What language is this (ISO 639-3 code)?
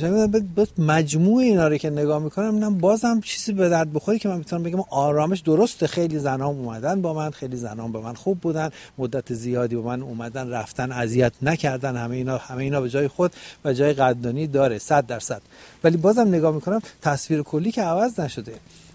fas